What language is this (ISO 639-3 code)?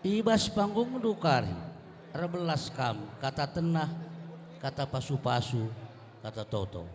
btx